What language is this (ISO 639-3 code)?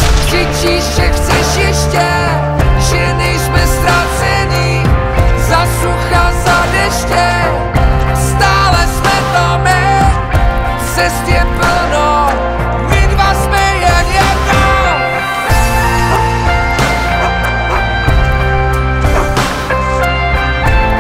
ces